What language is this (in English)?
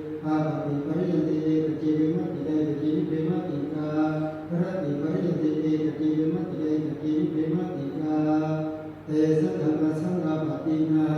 Pali